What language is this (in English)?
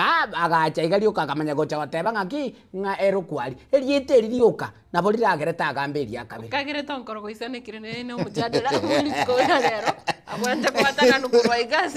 Gusii